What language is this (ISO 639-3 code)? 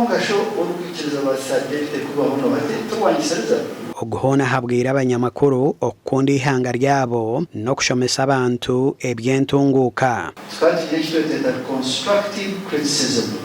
nyn